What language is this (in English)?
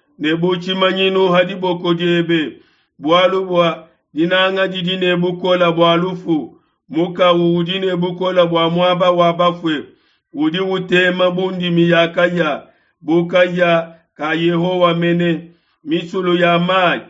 Luba-Lulua